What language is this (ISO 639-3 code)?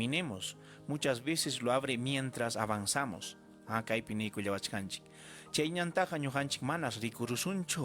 quy